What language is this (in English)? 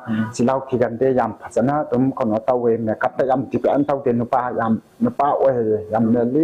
Manipuri